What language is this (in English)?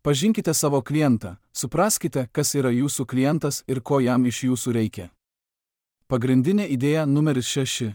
Lithuanian